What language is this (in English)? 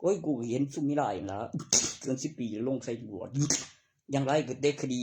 Northeastern Thai